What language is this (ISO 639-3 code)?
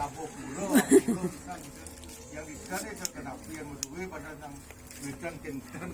ban